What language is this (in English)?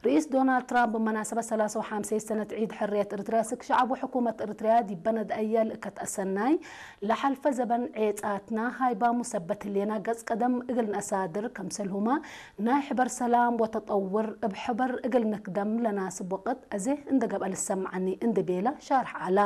Tigre